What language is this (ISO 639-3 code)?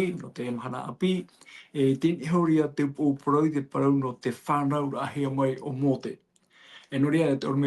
tah